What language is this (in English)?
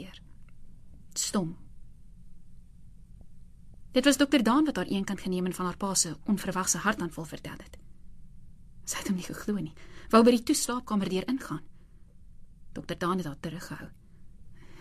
Afrikaans